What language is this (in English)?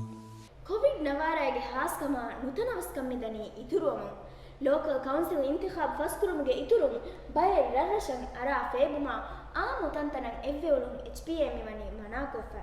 Divehi